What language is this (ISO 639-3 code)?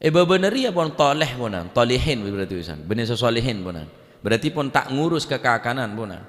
mad